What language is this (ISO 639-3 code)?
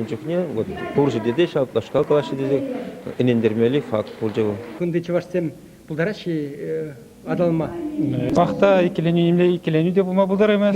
chv